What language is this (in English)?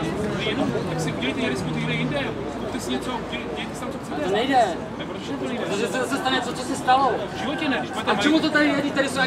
Czech